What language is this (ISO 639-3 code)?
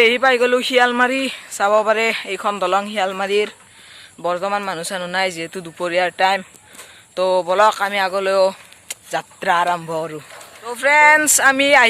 asm